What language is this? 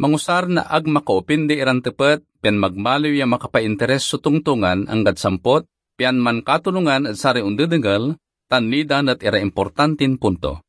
Pangasinan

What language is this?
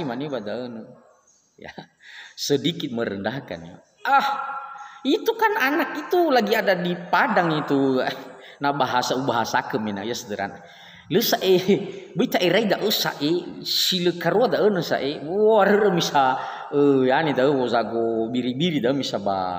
Nias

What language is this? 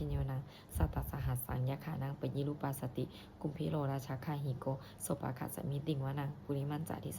Pali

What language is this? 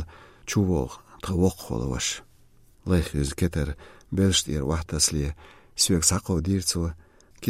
Slovenian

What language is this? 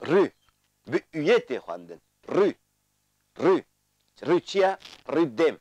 Kurdish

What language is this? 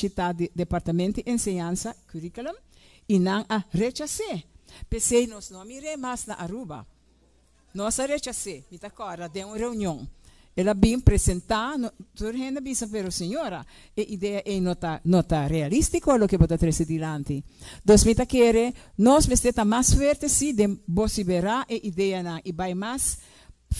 Papiamento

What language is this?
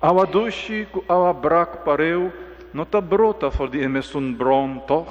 Papiamento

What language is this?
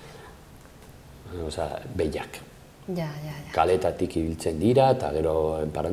Basque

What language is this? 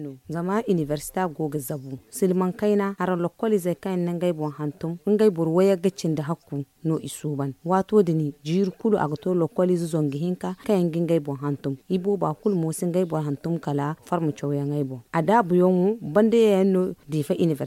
Zarma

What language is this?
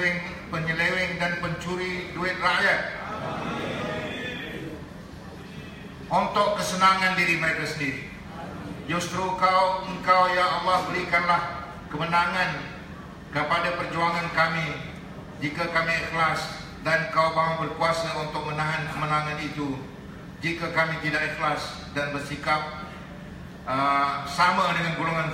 Malay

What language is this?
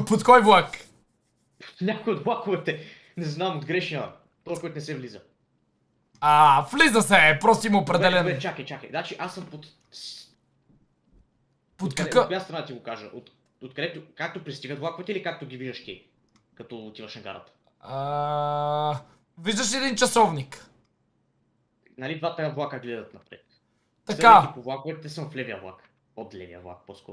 Bulgarian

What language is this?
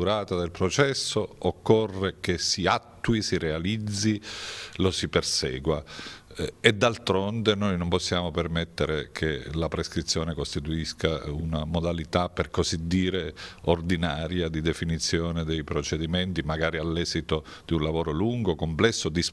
Italian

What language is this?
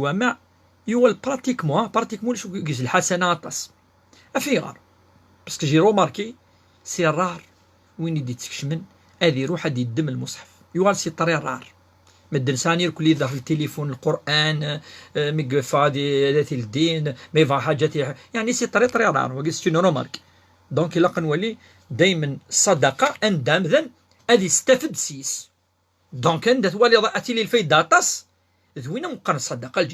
Kabyle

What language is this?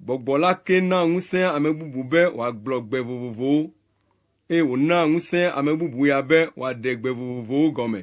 Ewe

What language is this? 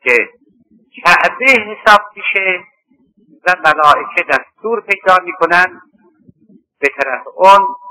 Persian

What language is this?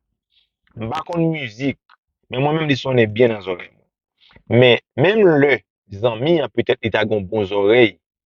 Haitian Creole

